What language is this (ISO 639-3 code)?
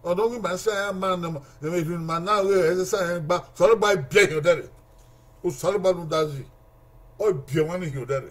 bin